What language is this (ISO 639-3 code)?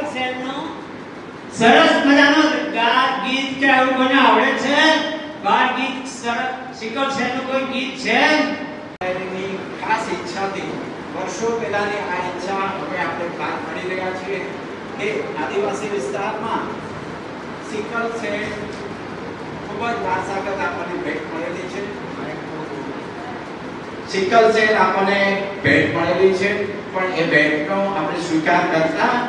guj